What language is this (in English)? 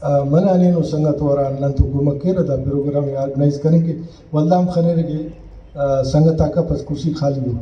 Brahui